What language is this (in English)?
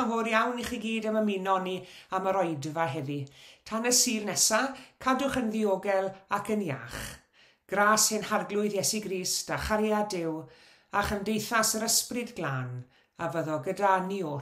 Welsh